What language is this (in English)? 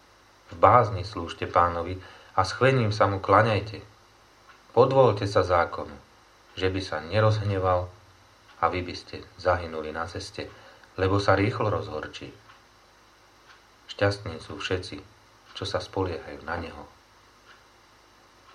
Slovak